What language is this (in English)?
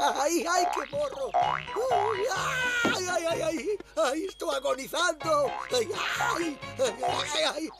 Galician